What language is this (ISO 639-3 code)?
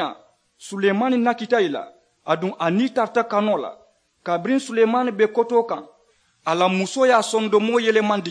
man